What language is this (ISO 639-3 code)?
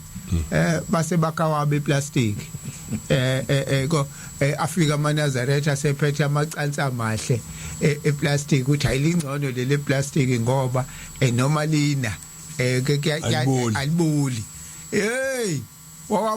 zul